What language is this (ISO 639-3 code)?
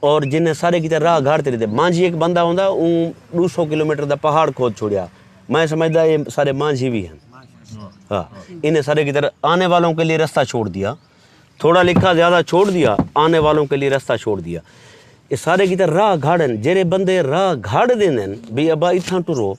skr